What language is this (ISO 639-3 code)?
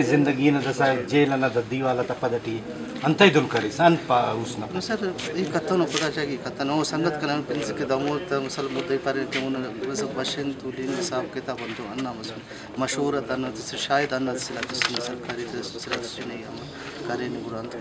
brh